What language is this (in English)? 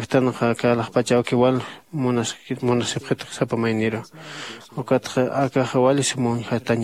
Aymara